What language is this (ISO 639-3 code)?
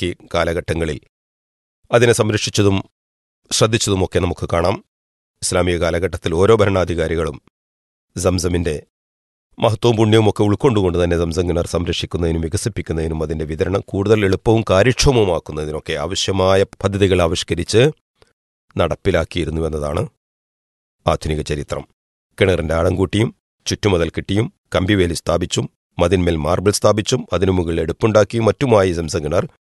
mal